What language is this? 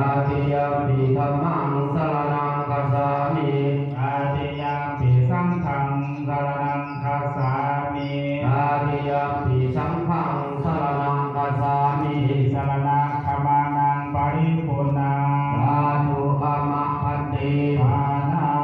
Pali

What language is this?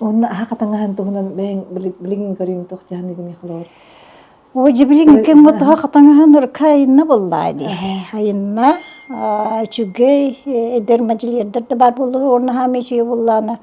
Yakut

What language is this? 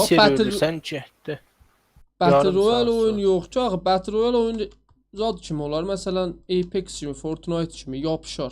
South Azerbaijani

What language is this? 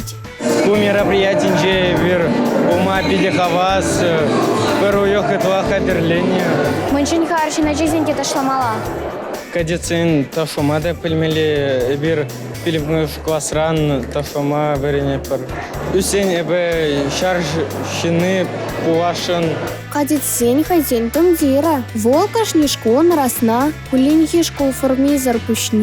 Chuvash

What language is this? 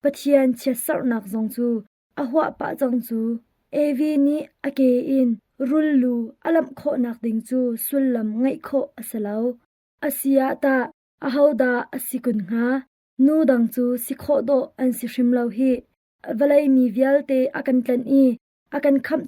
Hakha Chin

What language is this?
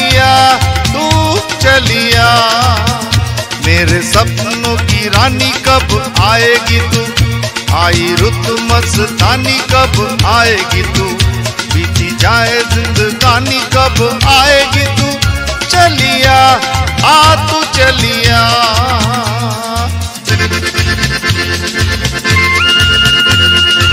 Hindi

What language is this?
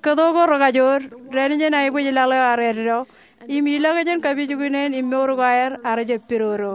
Marshallese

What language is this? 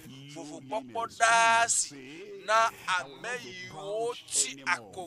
Ewe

